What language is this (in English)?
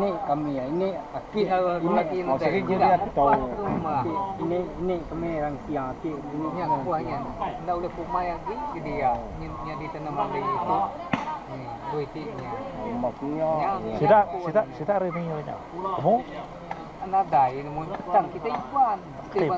Iban